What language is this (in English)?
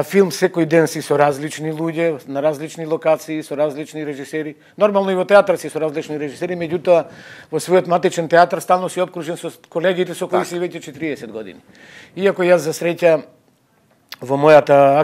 Macedonian